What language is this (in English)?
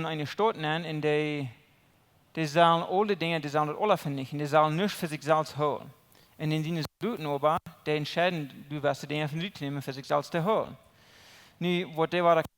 Plautdietsch